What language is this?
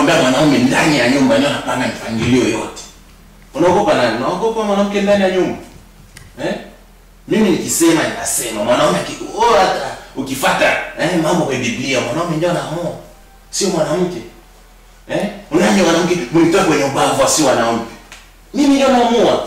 Swahili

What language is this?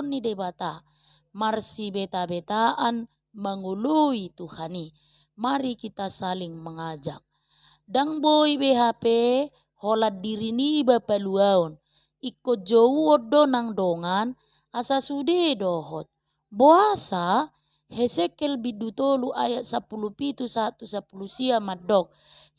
Batak Toba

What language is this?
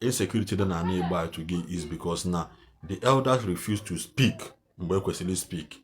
Igbo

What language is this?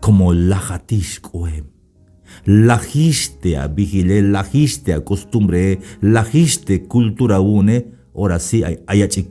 Tzeltal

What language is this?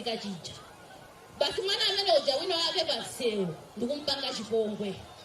Nyanja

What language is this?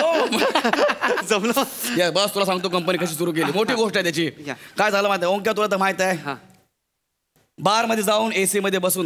Marathi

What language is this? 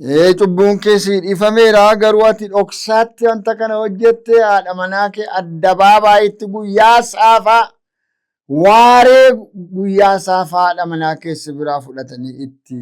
Oromo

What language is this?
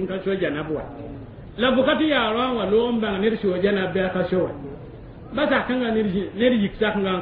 Mossi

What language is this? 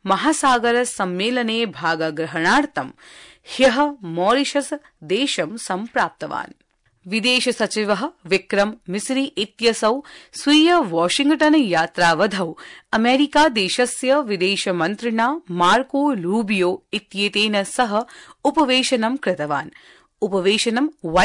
Sanskrit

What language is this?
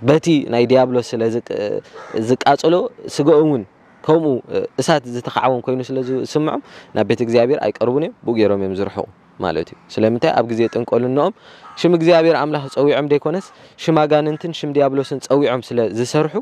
Tigrinya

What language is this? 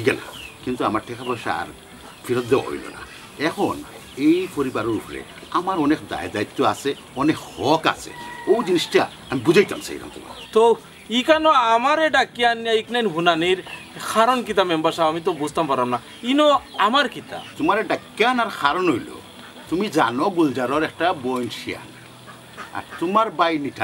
Sylheti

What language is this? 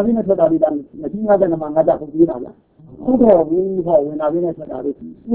Burmese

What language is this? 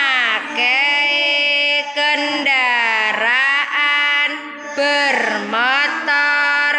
Javanese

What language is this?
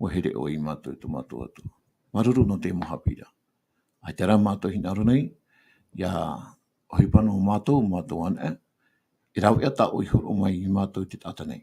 Tahitian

